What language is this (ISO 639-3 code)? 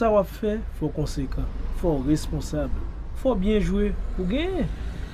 hat